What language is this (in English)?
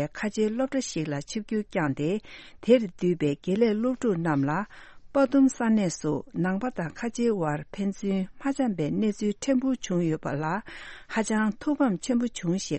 Tibetan